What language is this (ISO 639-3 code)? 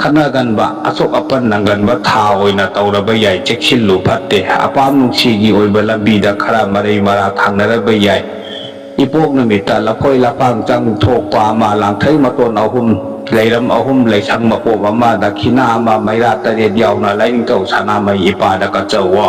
mni